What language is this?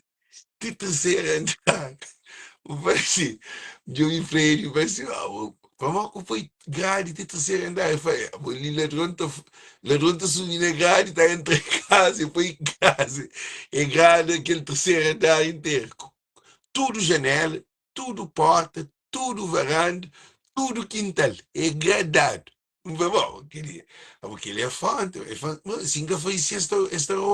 Kabuverdianu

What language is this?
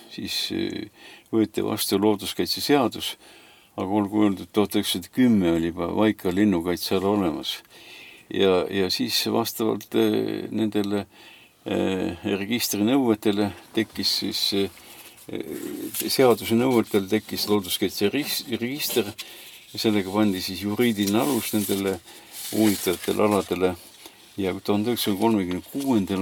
Estonian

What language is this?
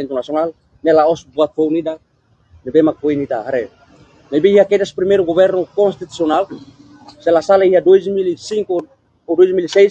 Tetum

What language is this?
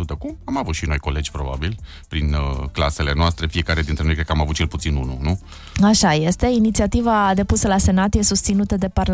Romanian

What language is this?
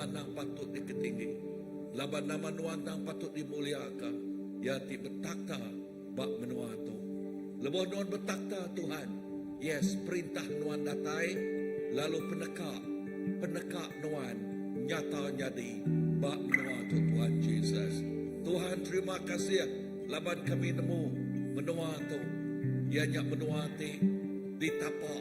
Iban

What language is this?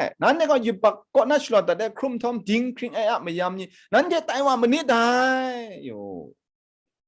Kachin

